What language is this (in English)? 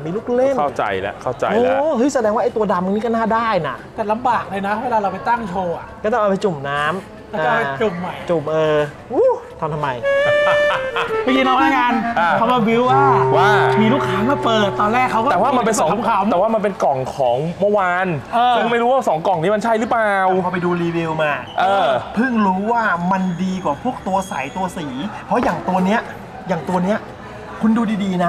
Thai